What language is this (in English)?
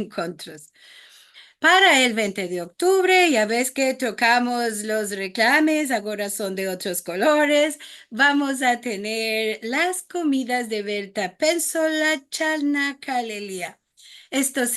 Ladino